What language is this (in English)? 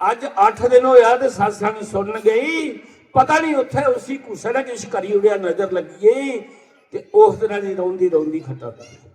Dogri